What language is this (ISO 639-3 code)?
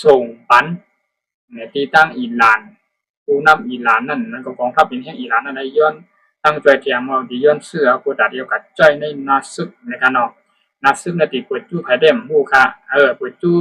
shn